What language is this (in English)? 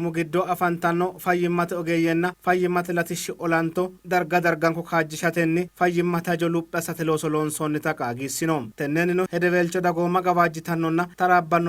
Sidamo